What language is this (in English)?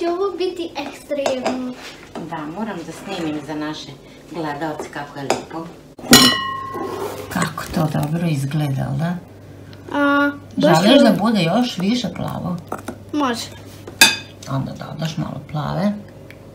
Serbian